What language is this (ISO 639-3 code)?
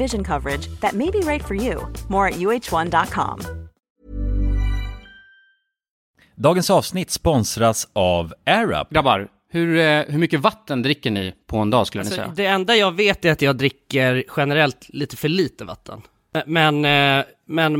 swe